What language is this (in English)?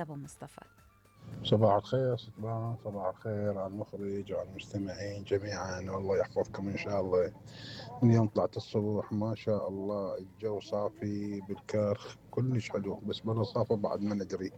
Mesopotamian Arabic